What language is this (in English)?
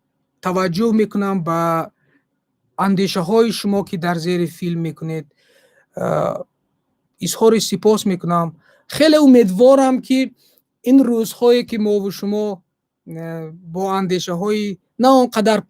Tajik